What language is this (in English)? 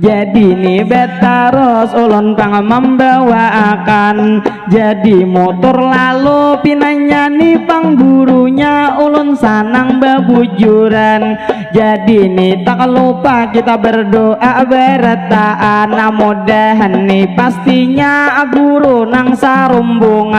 Banjar